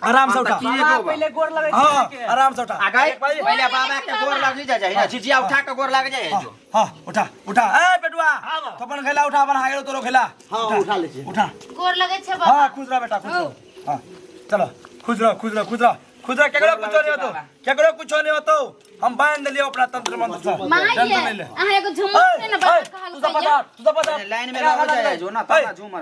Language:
Maithili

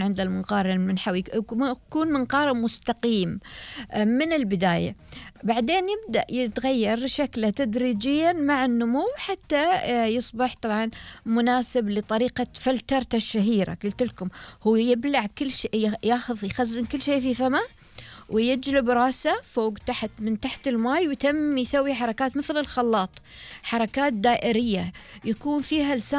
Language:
Gulf Arabic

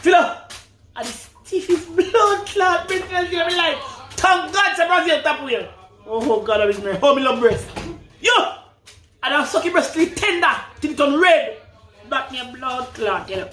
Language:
Jamaican Creole English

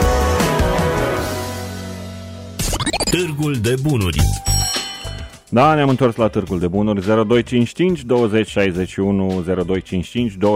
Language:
Romanian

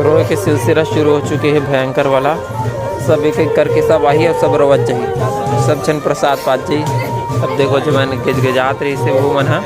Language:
Chhattisgarhi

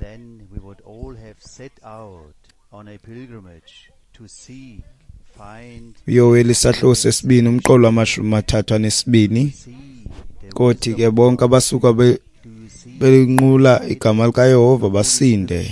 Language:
Xhosa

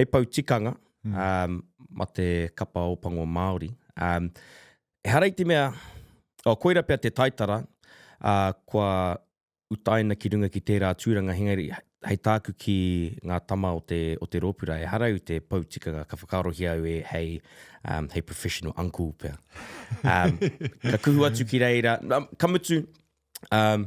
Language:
Māori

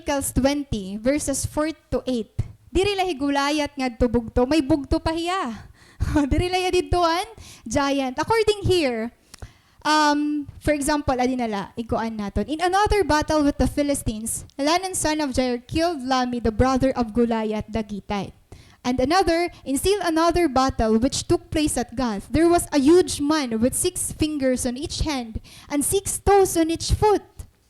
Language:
Waray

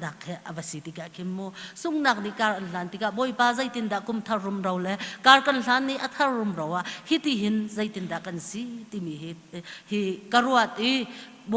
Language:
Hakha Chin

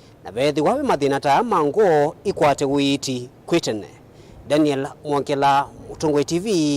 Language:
Kamba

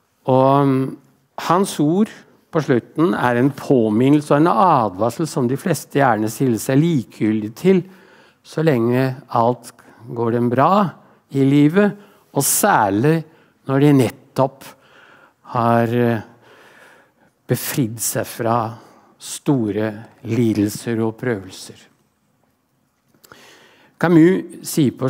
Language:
Norwegian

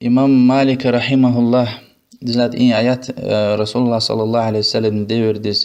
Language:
Lezghian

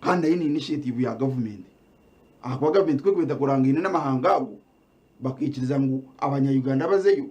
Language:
Nyankole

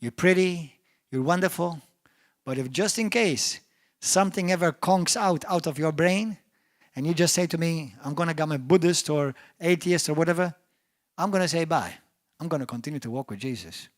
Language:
English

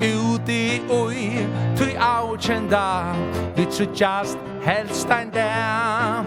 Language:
Faroese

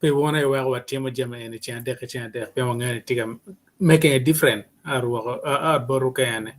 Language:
Acoli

